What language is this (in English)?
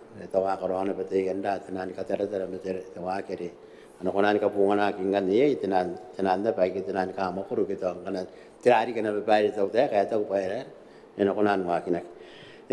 Gilbertese